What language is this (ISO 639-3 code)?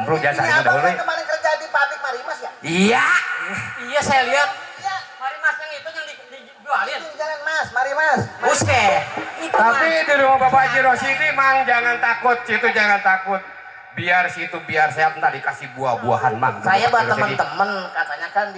bew